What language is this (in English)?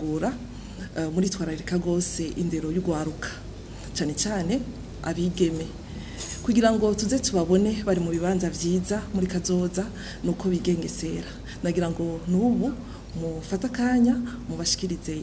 Rundi